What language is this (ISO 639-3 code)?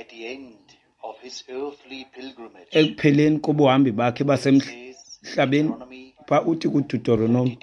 xho